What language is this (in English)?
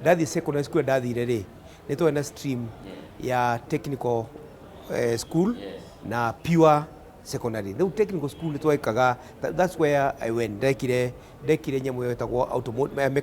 Kikuyu